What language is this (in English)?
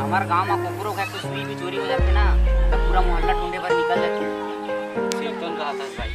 Chhattisgarhi